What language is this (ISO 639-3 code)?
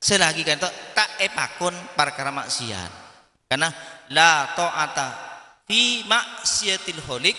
mad